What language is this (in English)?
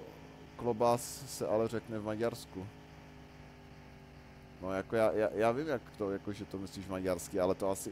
Czech